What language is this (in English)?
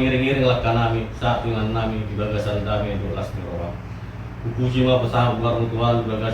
Batak Toba